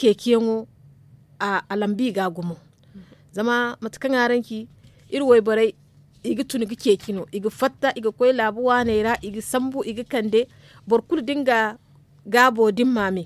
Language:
Zarma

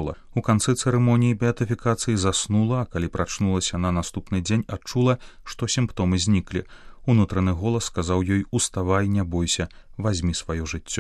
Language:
Belarusian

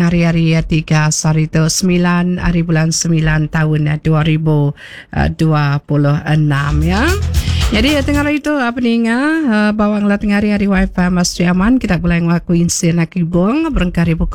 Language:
Iban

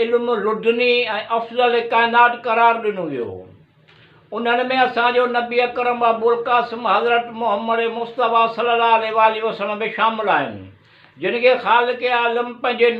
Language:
Sindhi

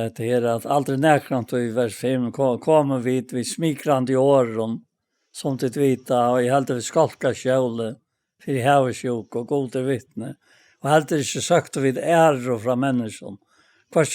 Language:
Faroese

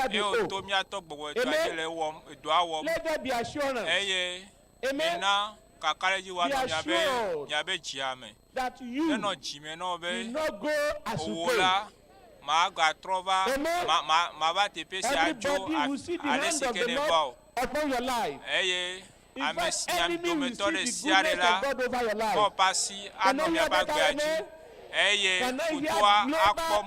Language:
Ewe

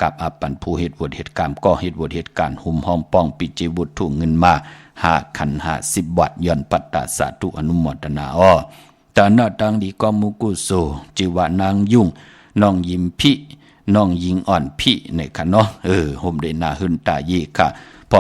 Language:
Shan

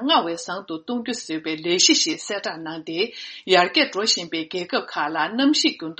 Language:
Tibetan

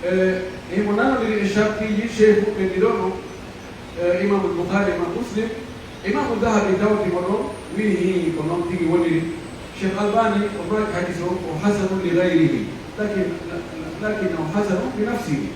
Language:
Pular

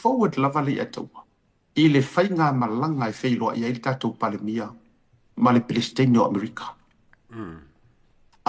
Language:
Samoan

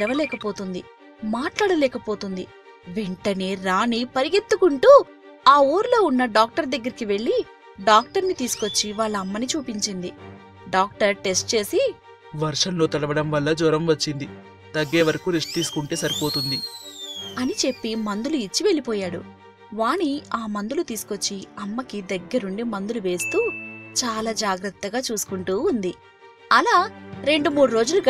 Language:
Telugu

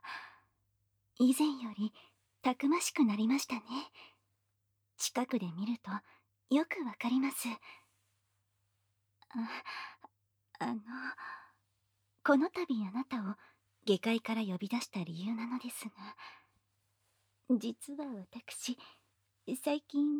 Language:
Japanese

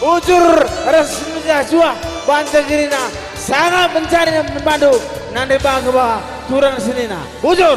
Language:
Batak Karo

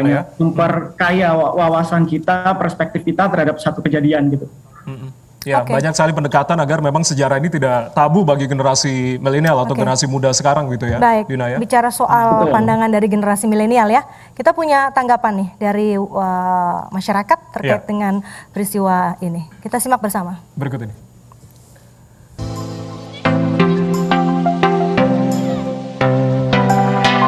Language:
Indonesian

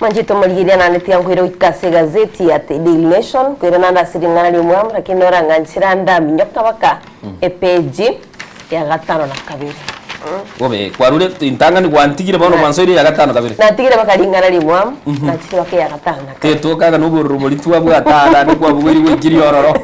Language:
Gusii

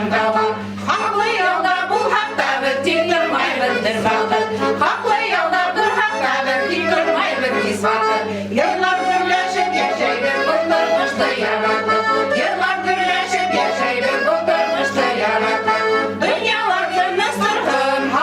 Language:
Bashkir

